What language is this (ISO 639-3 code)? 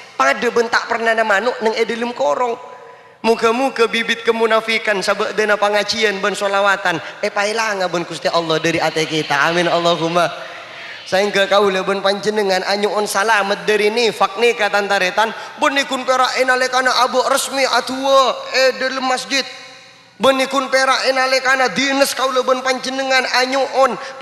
mad